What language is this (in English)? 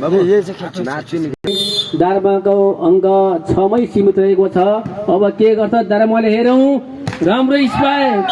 Nepali